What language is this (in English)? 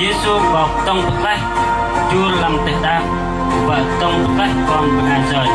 Bahnar